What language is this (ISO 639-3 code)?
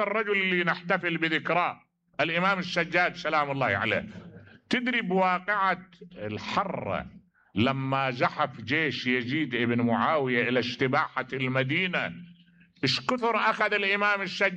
acm